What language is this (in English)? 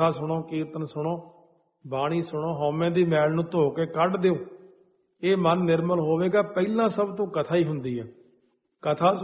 Punjabi